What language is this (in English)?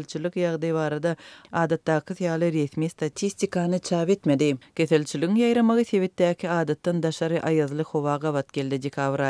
Turkmen